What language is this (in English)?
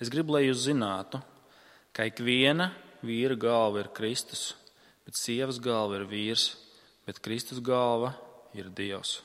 Latvian